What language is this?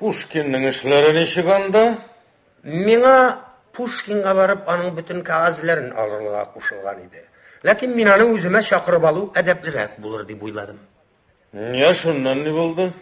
Tatar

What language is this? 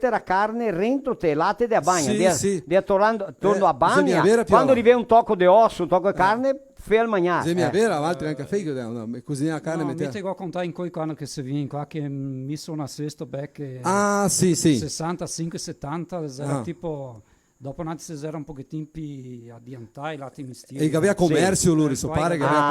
Venetian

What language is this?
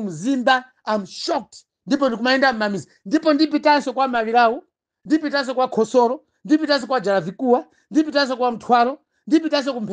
Nyanja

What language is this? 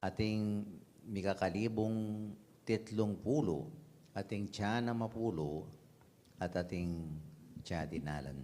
Pampanga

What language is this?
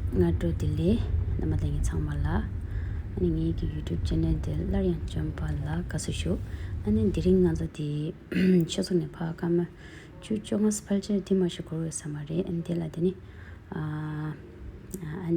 Tibetan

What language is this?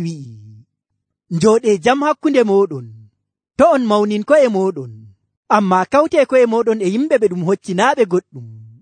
Nigerian Fulfulde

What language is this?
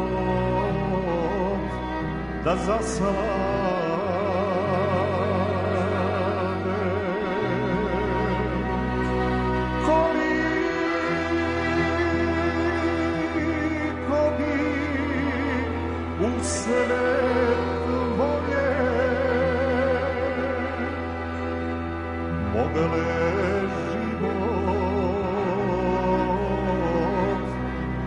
Serbian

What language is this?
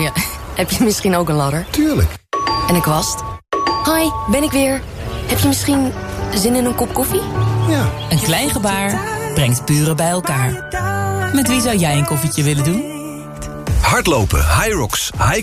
Dutch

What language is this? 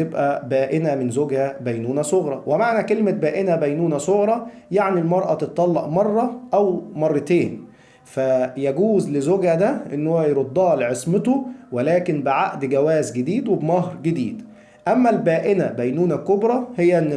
Egyptian Arabic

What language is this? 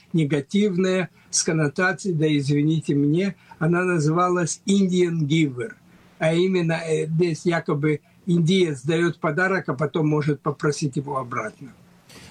Russian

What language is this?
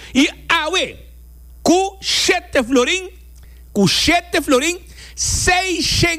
Papiamento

